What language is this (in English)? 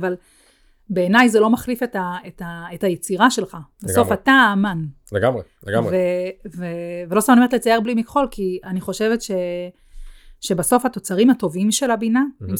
Hebrew